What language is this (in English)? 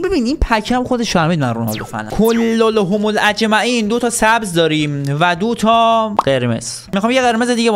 Persian